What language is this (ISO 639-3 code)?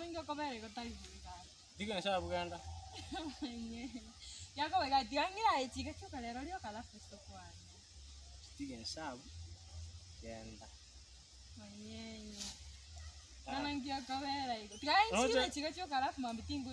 guz